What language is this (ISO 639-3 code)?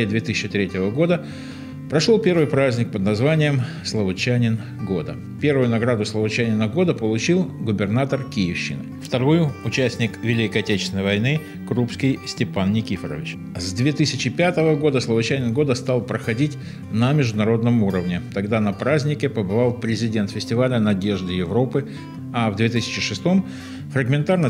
rus